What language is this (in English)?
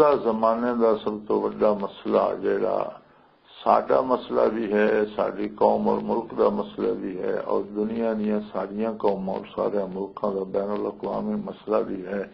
Western Panjabi